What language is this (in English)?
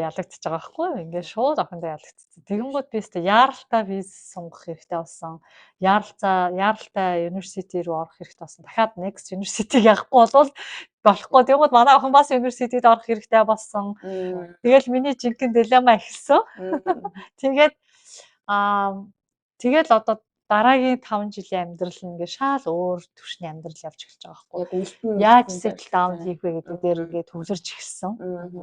Mongolian